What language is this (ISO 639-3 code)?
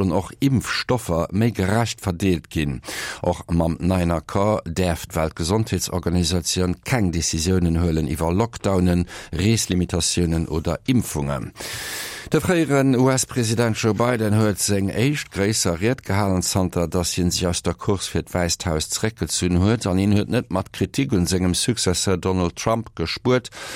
ltz